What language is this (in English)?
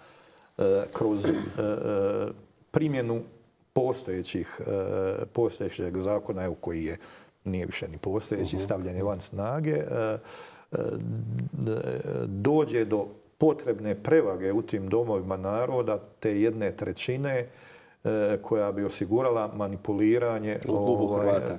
Croatian